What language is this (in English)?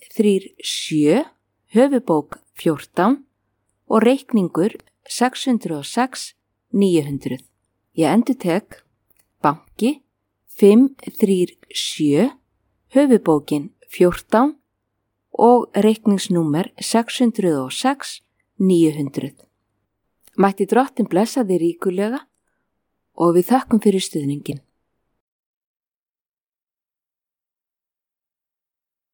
Icelandic